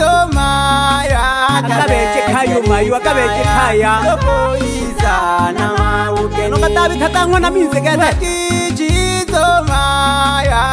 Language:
Swahili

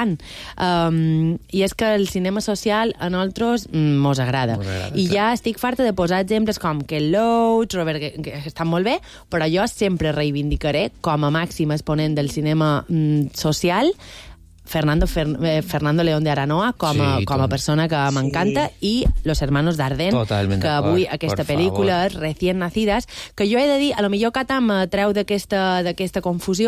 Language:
Catalan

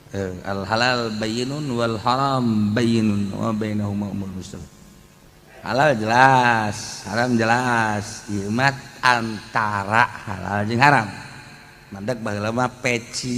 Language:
Sundanese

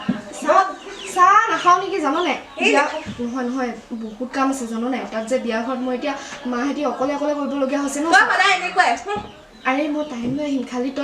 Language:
Assamese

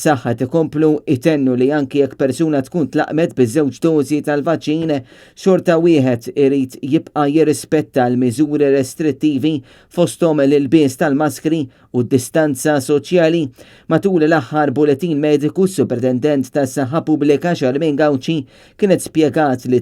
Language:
Maltese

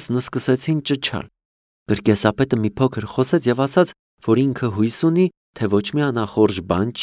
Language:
Armenian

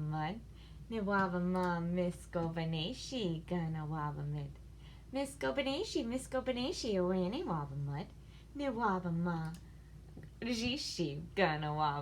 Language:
Ojibwa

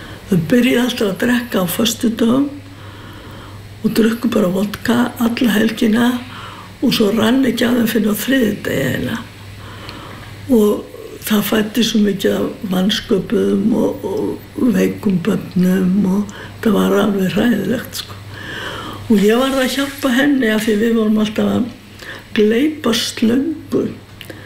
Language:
Icelandic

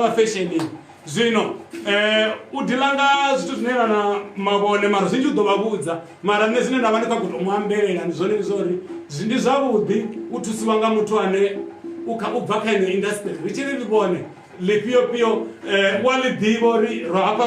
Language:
Venda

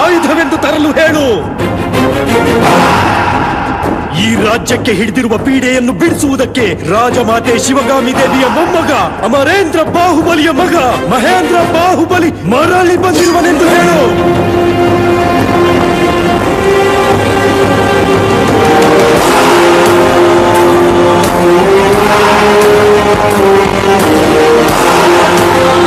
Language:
Kannada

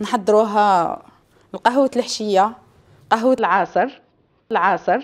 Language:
Algerian Arabic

